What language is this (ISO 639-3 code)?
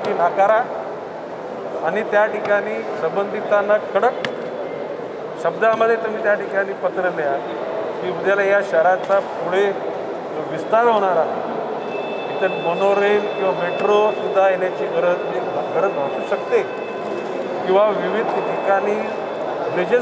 mar